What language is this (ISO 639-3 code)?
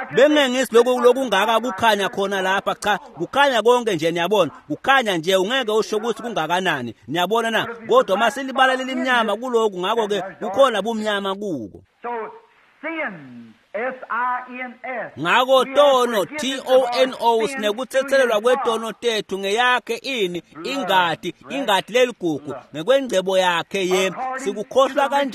ssw